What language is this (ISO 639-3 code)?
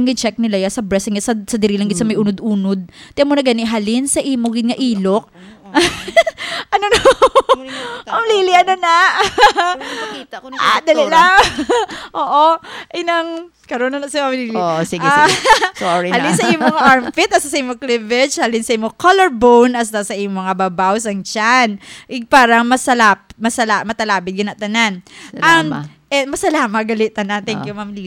hil